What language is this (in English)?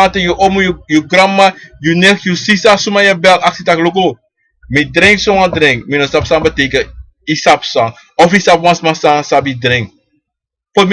Sranan Tongo